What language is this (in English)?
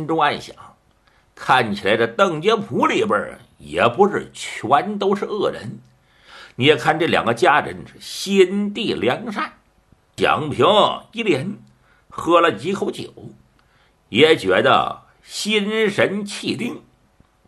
Chinese